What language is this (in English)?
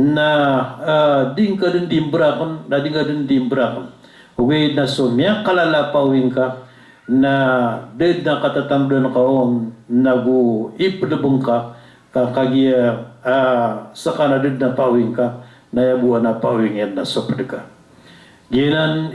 Maranao